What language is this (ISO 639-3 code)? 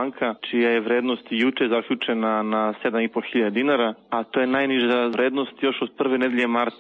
srp